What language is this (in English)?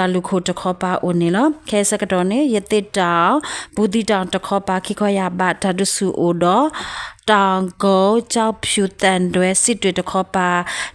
S'gaw Karen